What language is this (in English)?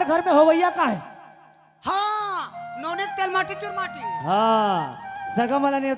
Chhattisgarhi